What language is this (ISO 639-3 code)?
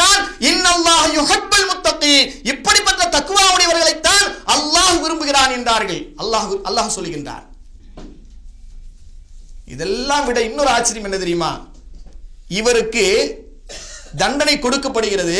tam